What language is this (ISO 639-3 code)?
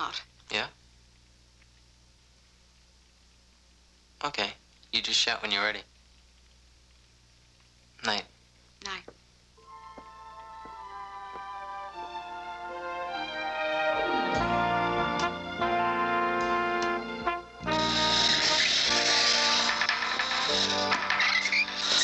eng